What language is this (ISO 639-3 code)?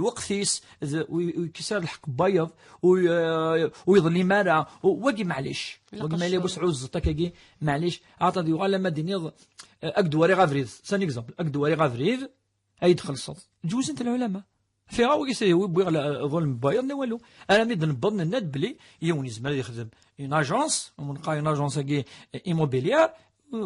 kab